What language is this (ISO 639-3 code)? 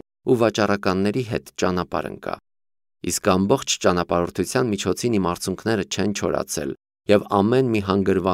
hye